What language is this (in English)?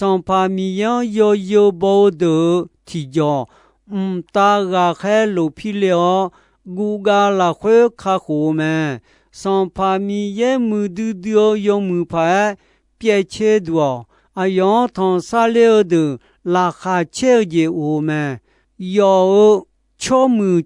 Akha